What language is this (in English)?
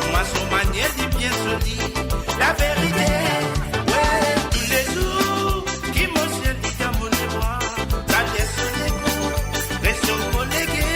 Morisyen